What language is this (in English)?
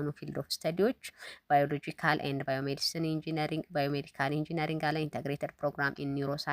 Amharic